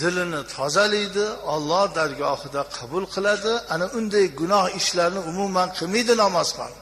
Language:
Uzbek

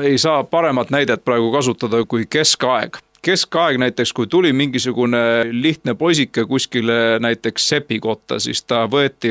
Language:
Estonian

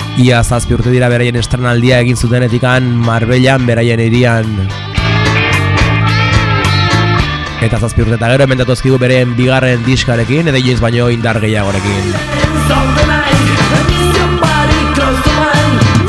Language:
Basque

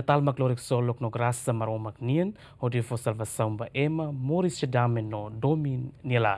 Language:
Tetum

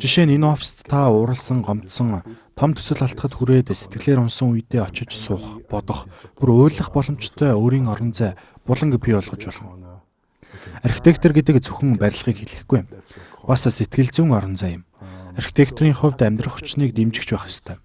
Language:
Mongolian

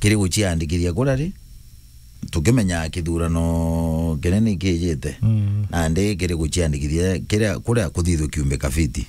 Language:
Meru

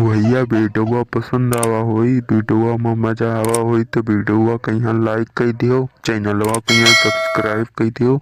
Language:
Awadhi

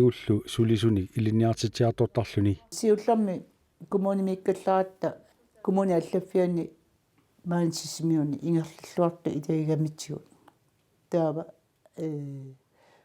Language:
Kalaallisut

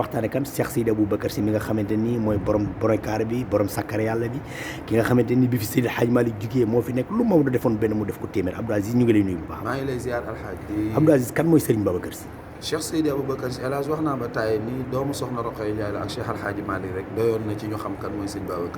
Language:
Wolof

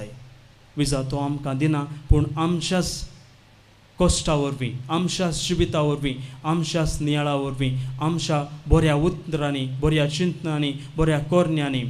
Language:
Konkani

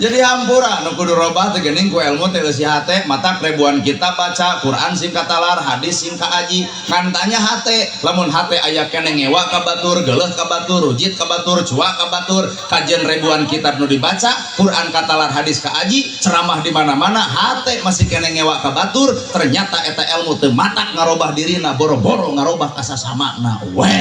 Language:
Sundanese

